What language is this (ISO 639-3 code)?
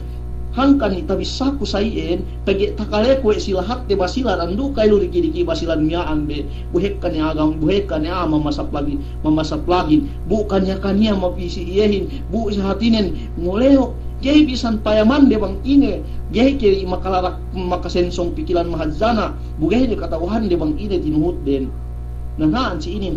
yka